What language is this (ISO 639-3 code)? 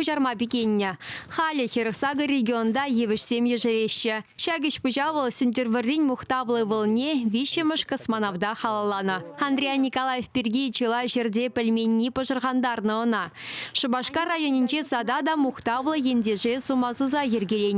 chv